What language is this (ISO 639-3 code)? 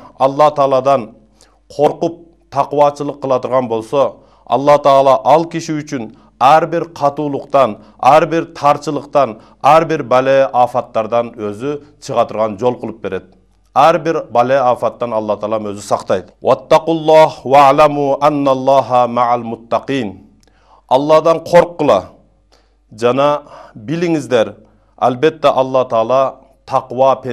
kir